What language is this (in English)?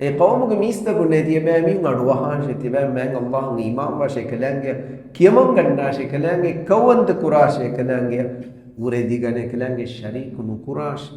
Divehi